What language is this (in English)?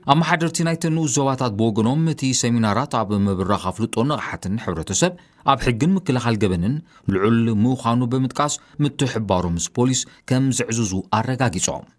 Tigrinya